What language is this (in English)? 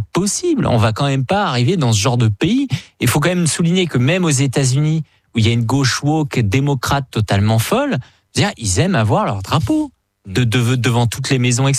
French